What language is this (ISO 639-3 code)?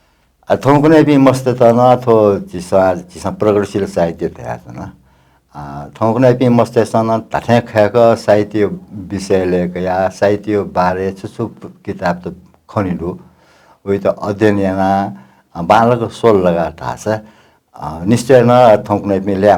new